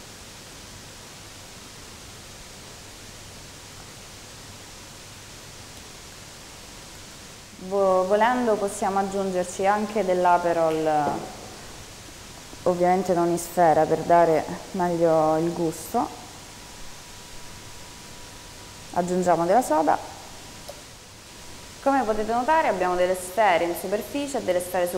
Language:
Italian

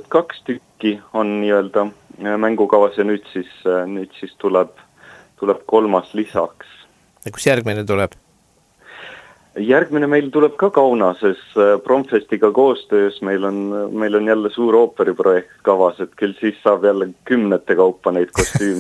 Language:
Estonian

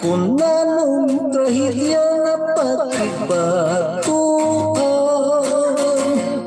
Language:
Hiligaynon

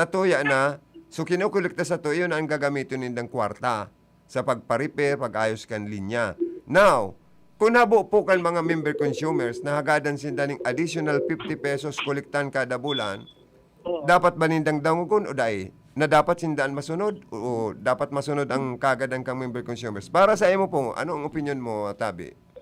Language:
Bikol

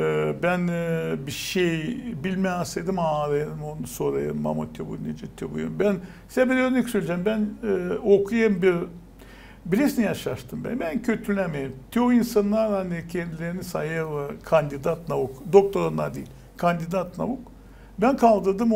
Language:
Gagauz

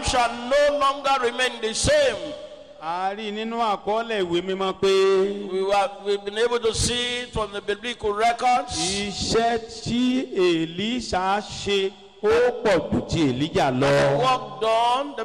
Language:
Yoruba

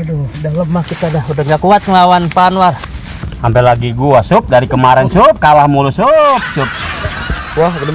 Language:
Betawi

